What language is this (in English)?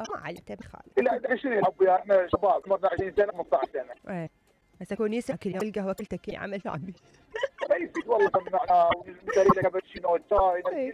Mesopotamian Arabic